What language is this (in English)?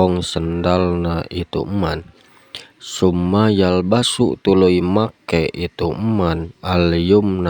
Sundanese